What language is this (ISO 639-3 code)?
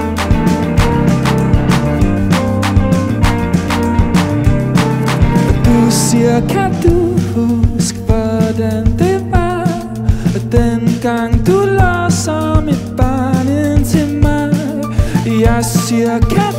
dan